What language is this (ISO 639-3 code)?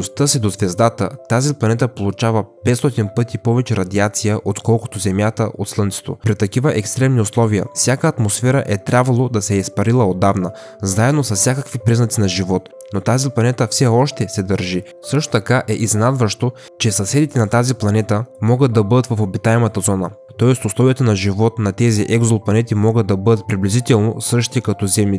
bul